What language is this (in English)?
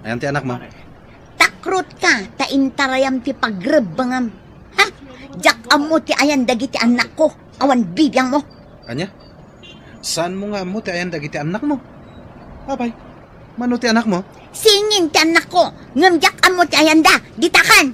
Iloko